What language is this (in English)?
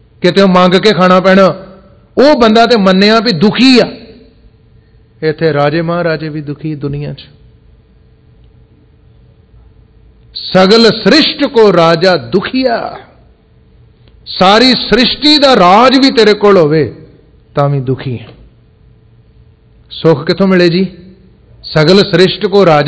Punjabi